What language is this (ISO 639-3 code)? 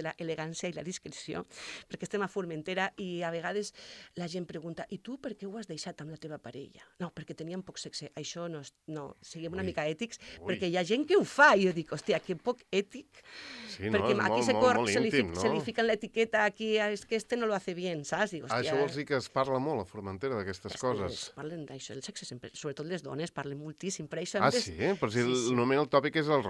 cat